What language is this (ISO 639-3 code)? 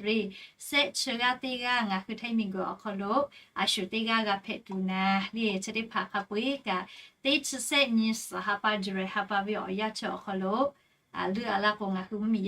lhu